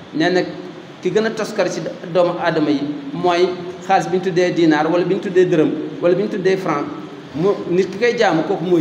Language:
Wolof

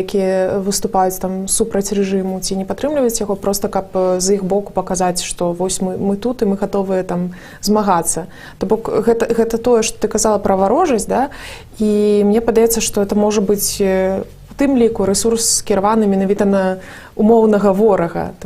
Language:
Belarusian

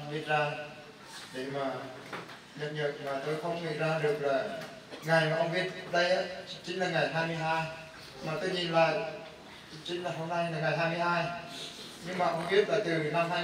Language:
Eastern Bru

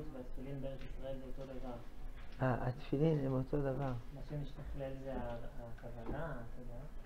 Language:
Hebrew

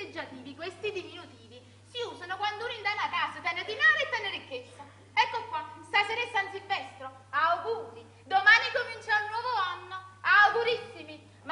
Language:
Neapolitan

